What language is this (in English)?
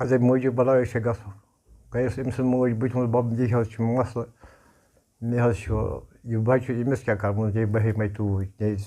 Kashmiri